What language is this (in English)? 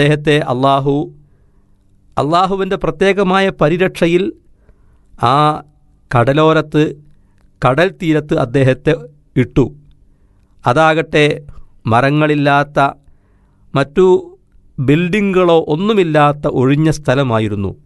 Malayalam